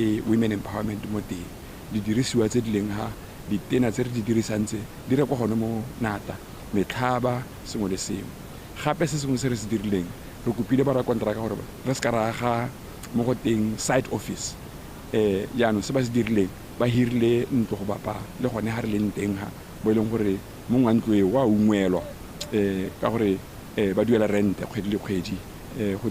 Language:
Tswana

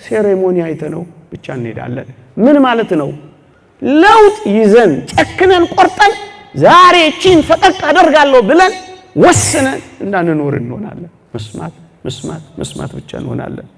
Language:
Amharic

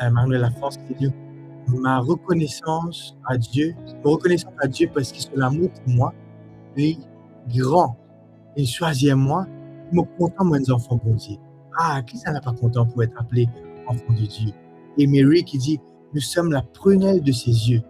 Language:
Morisyen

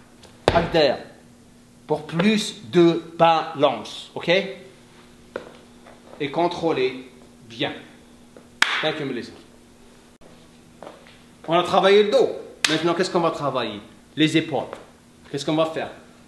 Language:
French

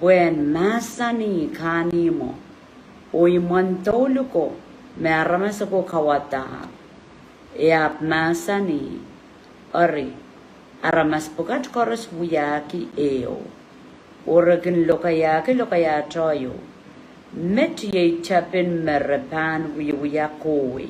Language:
Pohnpeian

